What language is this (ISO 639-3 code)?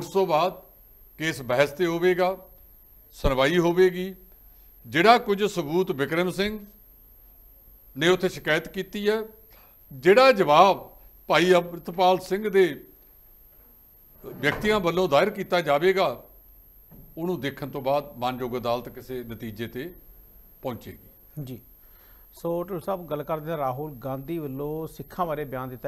pan